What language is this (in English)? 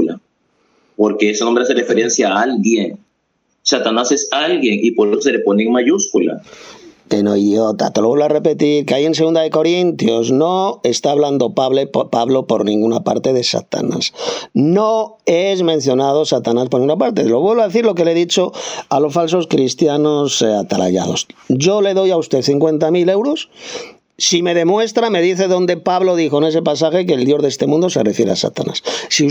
Spanish